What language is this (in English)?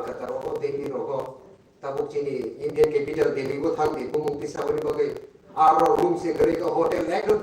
Kok Borok